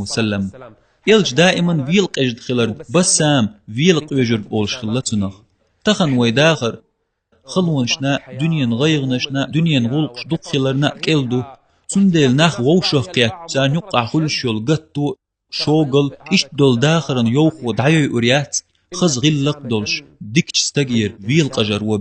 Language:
Chechen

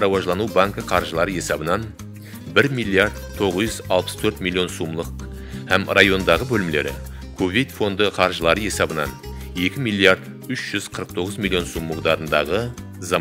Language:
Kara-Kalpak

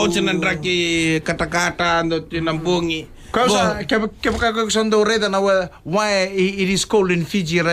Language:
Fijian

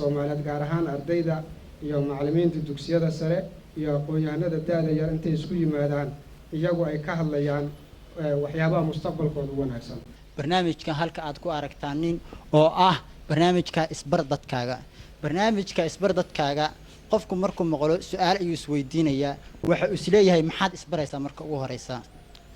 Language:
Somali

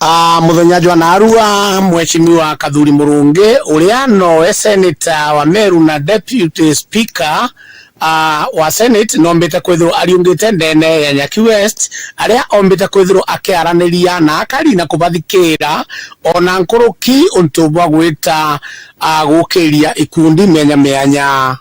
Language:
Meru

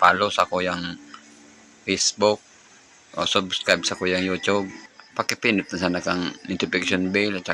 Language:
Bikol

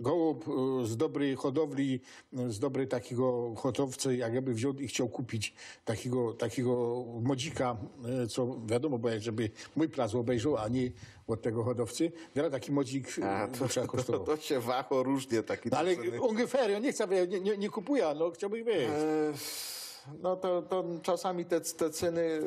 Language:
Silesian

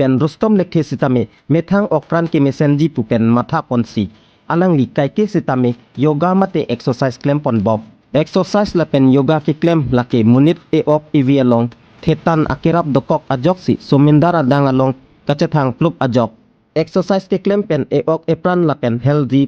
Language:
Karbi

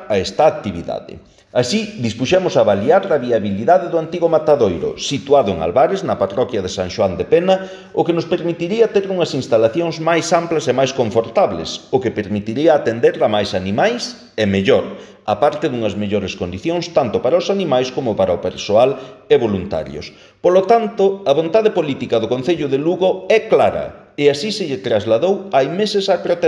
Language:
Galician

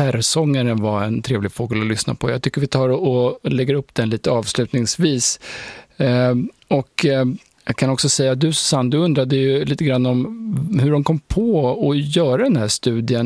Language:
Swedish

